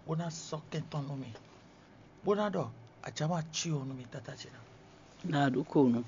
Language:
Fon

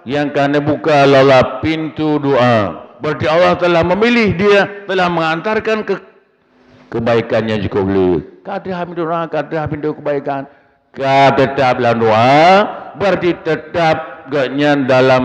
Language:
Achinese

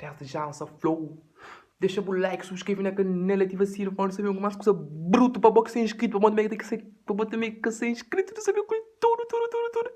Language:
Kabuverdianu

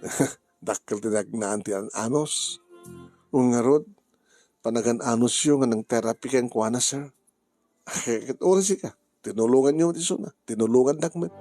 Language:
Iloko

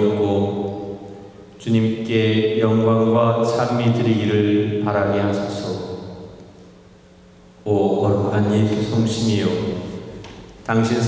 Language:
Korean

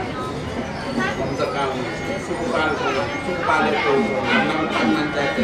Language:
Newari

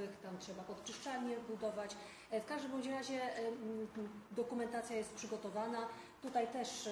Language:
Polish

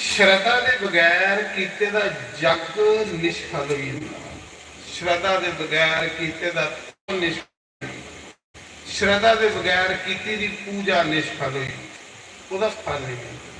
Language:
Dogri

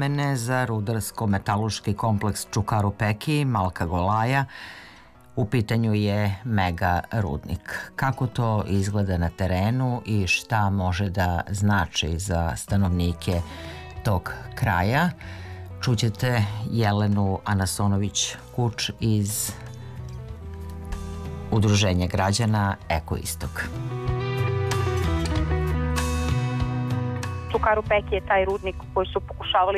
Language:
Serbian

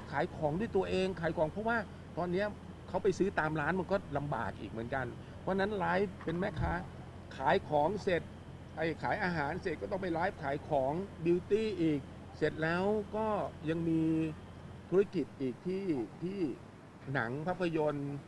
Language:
Thai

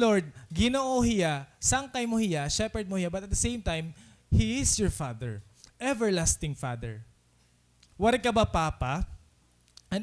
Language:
Waray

